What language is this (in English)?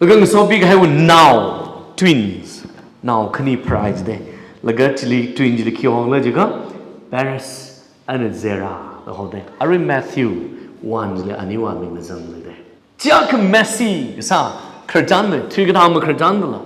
Tangkhul Naga (India)